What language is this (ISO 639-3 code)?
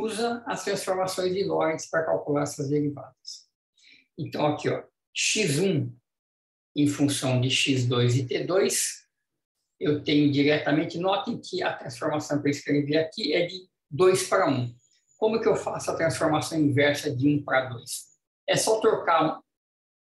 por